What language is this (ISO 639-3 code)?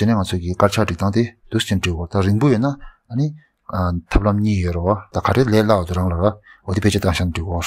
bod